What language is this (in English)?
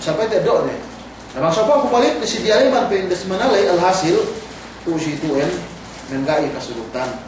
Yakan